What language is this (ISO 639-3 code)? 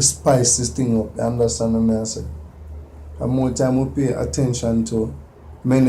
jam